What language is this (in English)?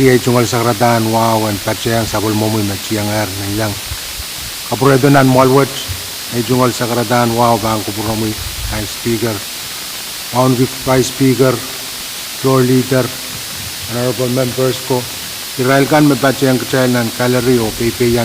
Pohnpeian